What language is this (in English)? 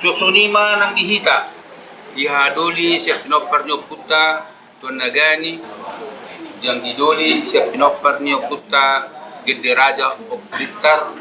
Batak Toba